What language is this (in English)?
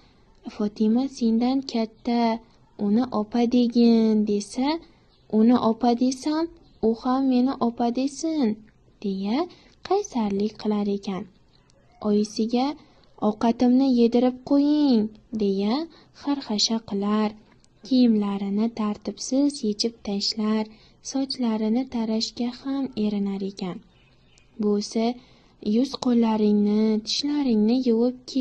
Uzbek